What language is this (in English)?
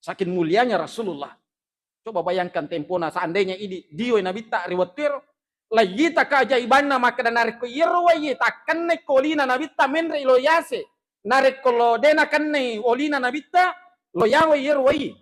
Buginese